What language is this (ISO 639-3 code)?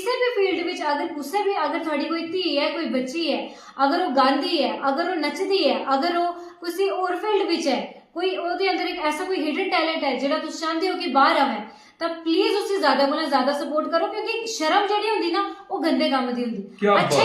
doi